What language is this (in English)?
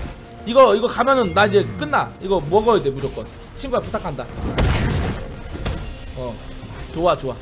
Korean